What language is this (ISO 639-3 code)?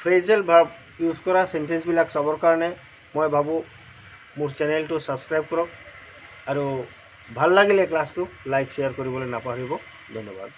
asm